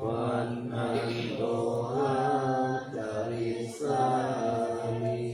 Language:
Pali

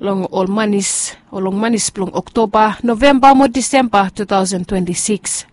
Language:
Bislama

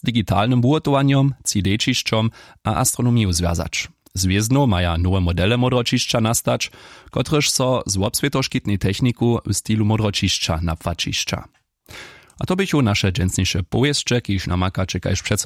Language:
Upper Sorbian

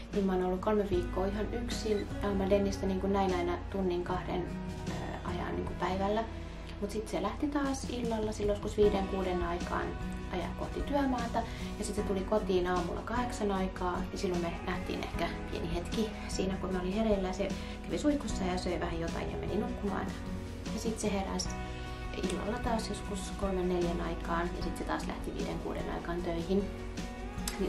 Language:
Finnish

